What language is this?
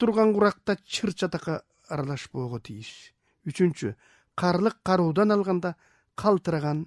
Kyrgyz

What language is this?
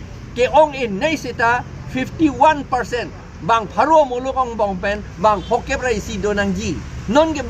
Karbi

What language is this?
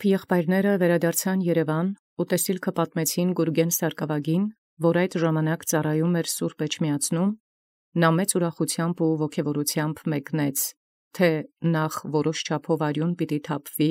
Armenian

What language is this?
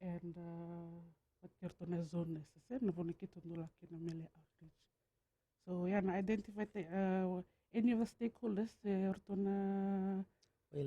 Fijian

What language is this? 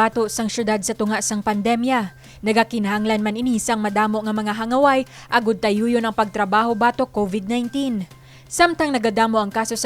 Hiligaynon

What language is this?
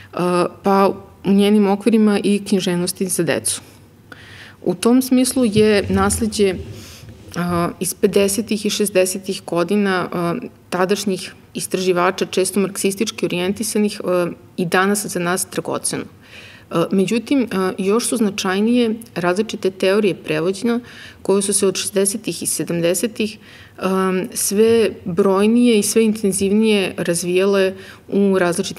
Serbian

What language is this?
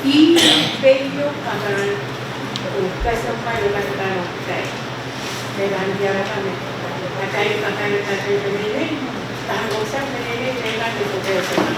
Pohnpeian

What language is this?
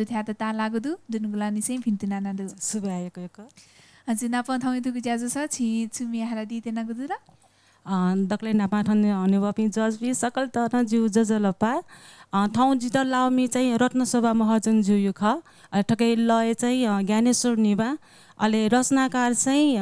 Newari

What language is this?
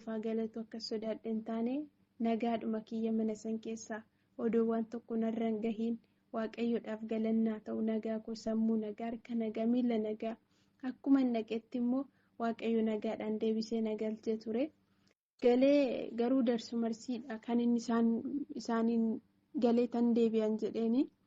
Oromo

